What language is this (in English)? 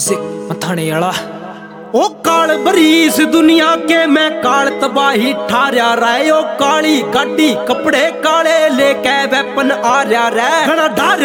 Haryanvi